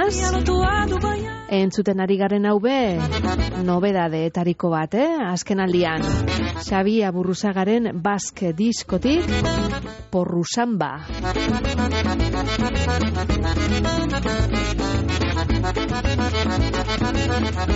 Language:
Basque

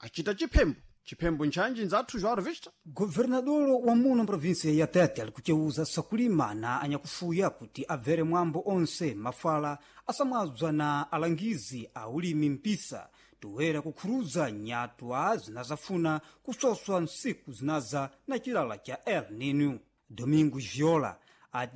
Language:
Sena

